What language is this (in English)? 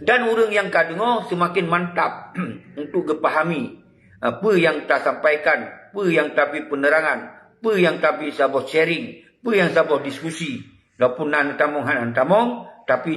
Achinese